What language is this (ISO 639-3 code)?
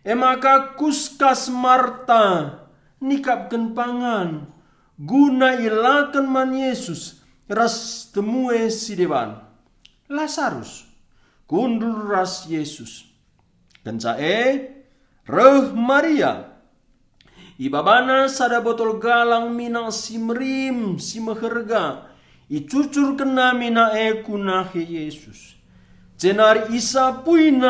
btx